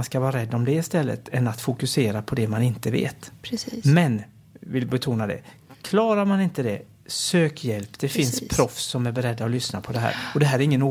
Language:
Swedish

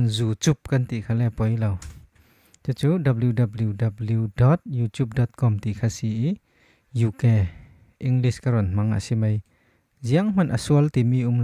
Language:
Falam Chin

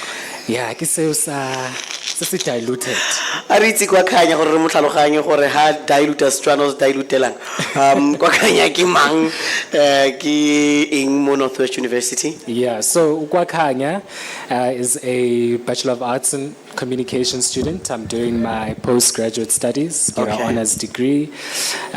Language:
Tswana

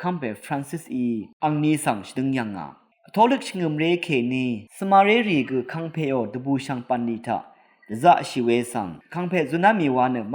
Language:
Rawang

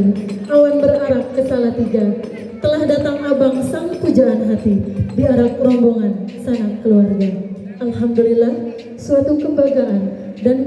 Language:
Betawi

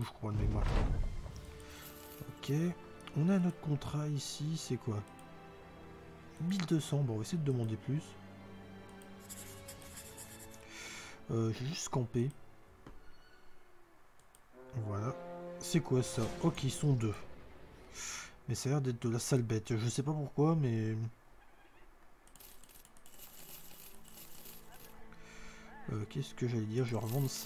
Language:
French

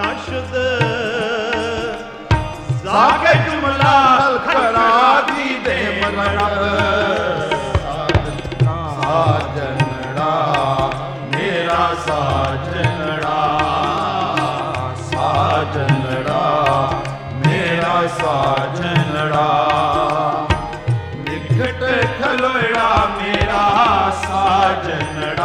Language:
Punjabi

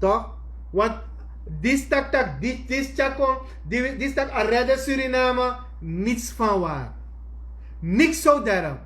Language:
Sranan Tongo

